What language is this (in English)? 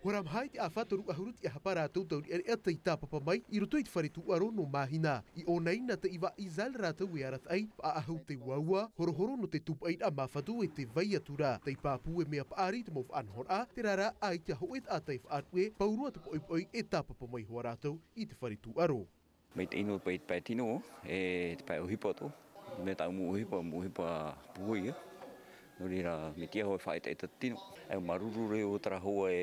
Tahitian